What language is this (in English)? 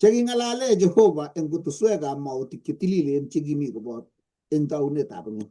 Kalenjin